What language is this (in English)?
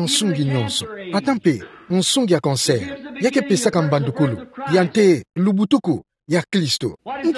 Kituba (Democratic Republic of Congo)